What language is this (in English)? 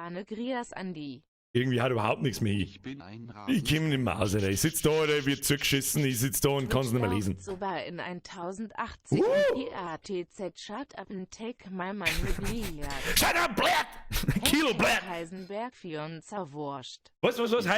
Bavarian